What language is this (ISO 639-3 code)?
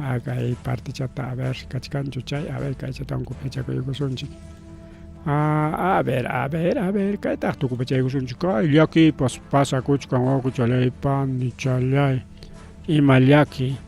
quy